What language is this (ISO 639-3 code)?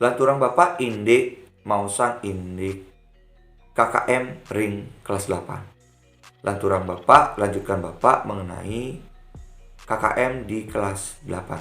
ban